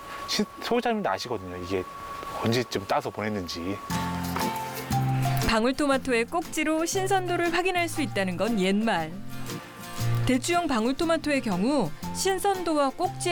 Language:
Korean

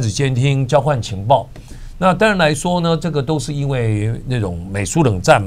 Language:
Chinese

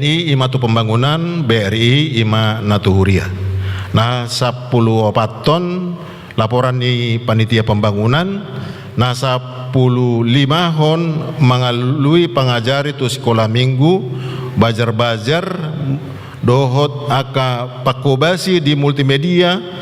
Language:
Batak Toba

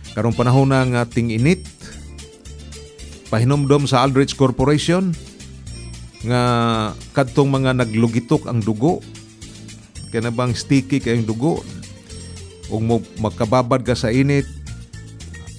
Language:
Cebuano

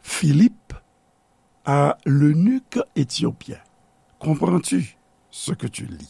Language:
Haitian Creole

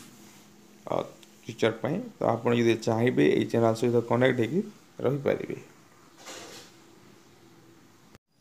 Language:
Odia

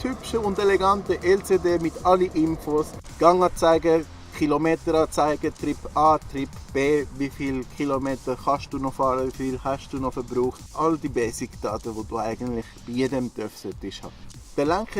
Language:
Swiss German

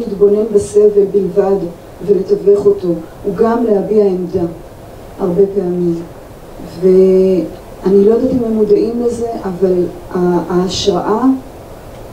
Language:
Hebrew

